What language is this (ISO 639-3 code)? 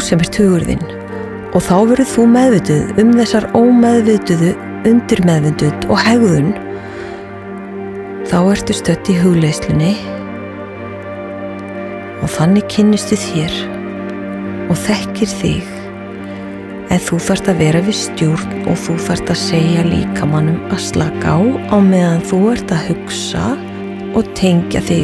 isl